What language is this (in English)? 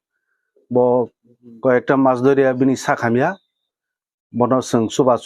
Kok Borok